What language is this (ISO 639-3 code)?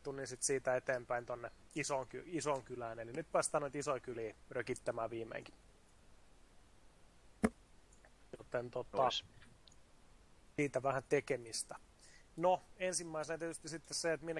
fin